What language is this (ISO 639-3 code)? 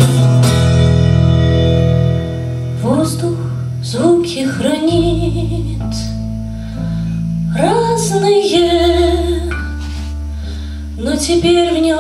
rus